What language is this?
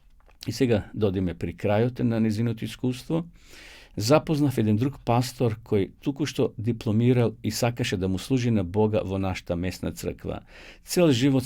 Macedonian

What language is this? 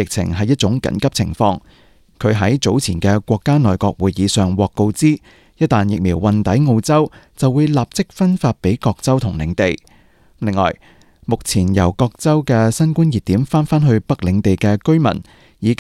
Cantonese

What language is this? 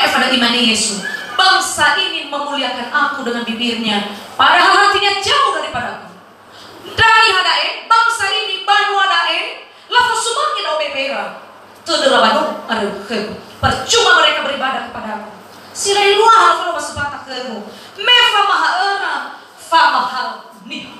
Nias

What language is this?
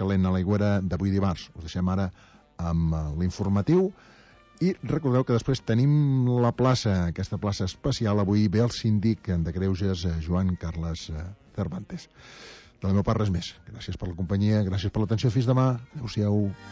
Catalan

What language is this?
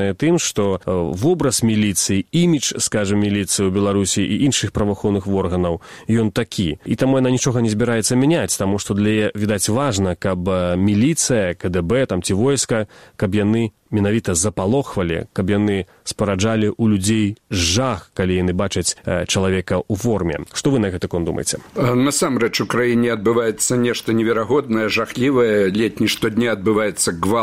Belarusian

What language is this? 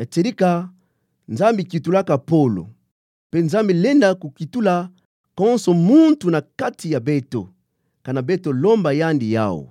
Kituba (Democratic Republic of Congo)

